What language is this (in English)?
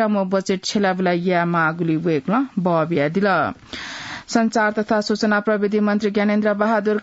Newari